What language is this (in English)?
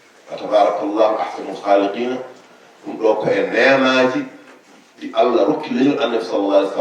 Fula